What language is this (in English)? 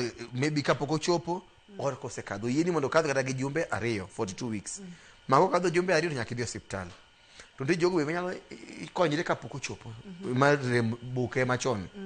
Luo (Kenya and Tanzania)